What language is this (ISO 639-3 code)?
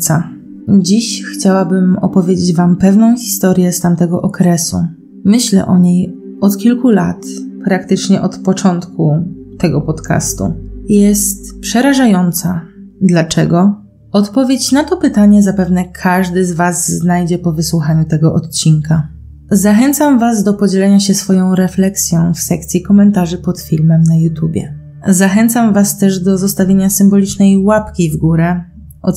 pol